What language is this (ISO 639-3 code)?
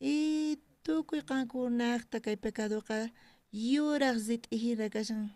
quh